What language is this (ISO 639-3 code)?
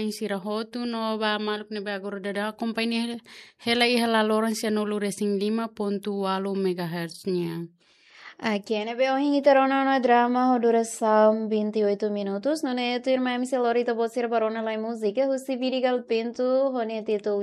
tet